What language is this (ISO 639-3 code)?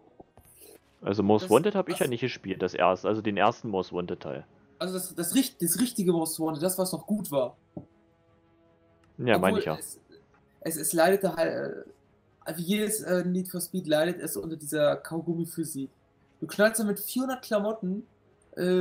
deu